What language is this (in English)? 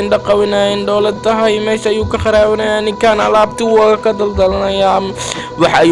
Somali